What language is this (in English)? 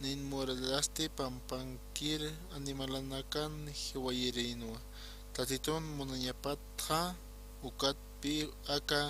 Aymara